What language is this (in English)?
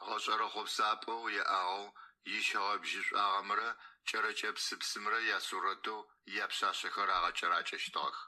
Adyghe